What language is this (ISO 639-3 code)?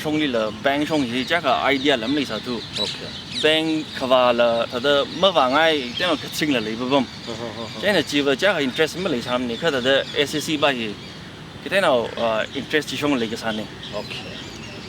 nmf